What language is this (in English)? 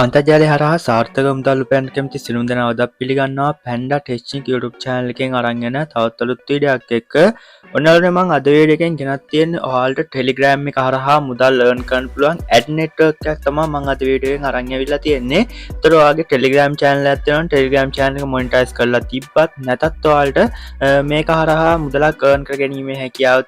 Sinhala